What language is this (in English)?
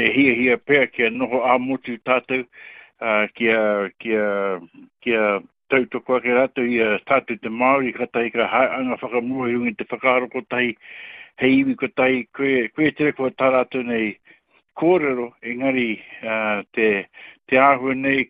Māori